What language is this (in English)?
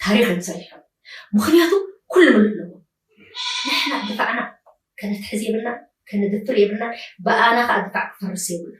Tigrinya